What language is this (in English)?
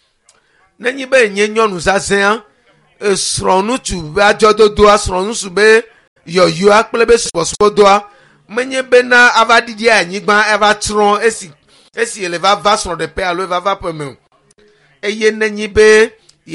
Ewe